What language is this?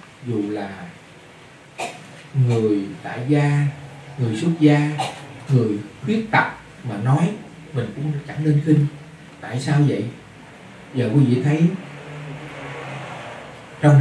Vietnamese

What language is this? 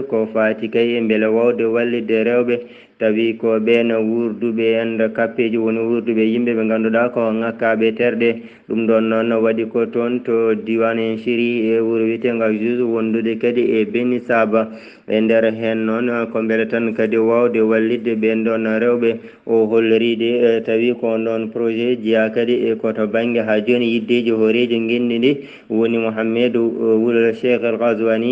Fula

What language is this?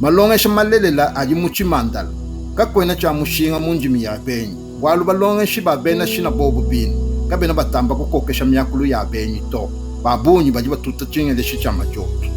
Luba-Lulua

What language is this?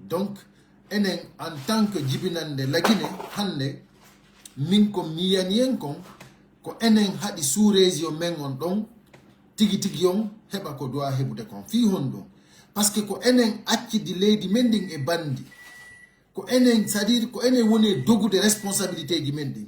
Pular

